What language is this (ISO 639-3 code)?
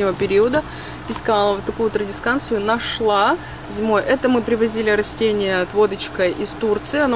rus